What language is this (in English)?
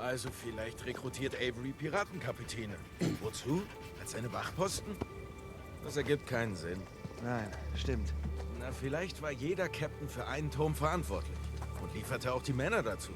Swiss German